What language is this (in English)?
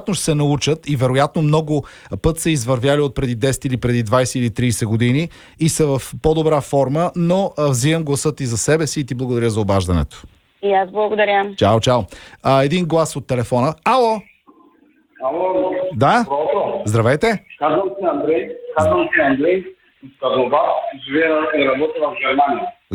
Bulgarian